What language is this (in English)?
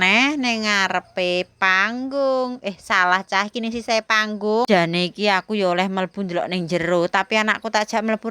Javanese